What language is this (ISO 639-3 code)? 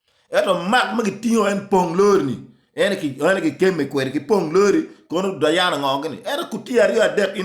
ach